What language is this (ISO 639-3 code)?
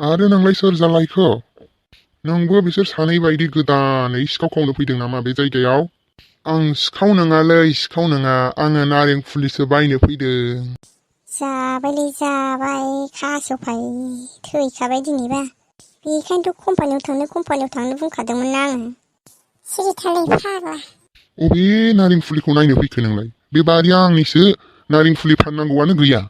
brx